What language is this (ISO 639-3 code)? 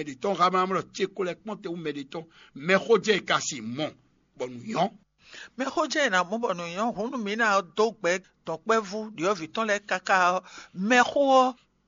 fon